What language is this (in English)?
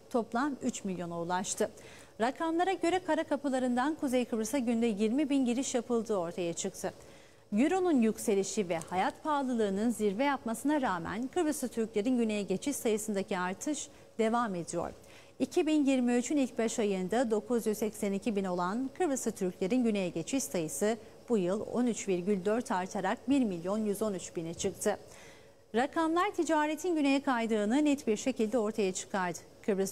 Turkish